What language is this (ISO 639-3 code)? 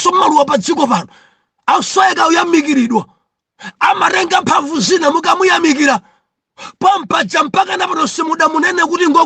nya